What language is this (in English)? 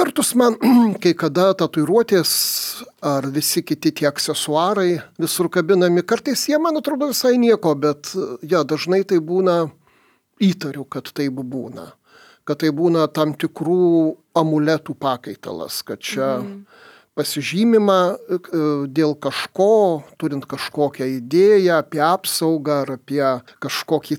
Lithuanian